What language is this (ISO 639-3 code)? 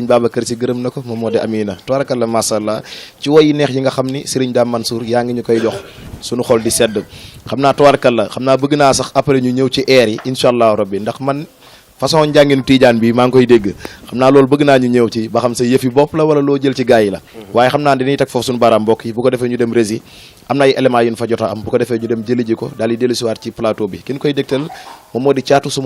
wol